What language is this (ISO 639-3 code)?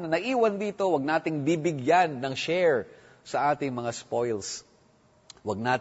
fil